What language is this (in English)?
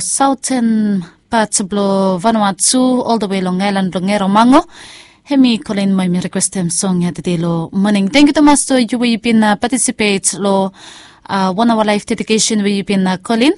Bislama